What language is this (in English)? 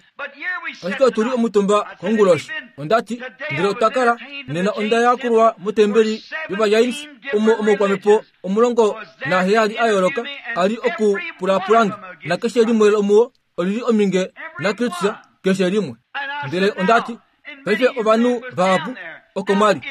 Kuanyama